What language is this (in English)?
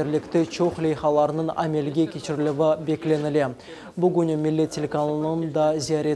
Crimean Tatar